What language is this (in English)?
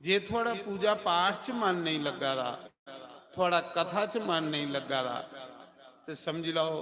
Dogri